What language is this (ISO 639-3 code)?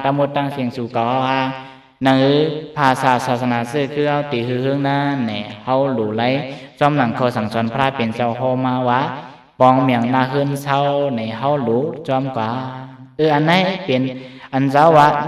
lao